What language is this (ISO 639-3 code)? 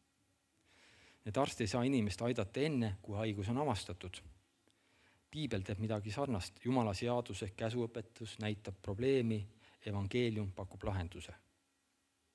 est